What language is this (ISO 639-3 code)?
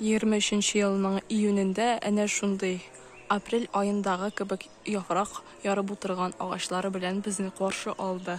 tat